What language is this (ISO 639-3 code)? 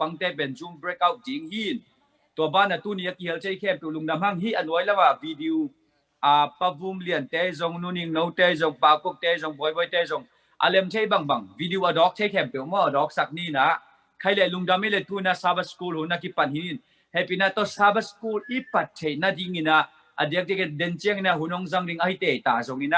ctd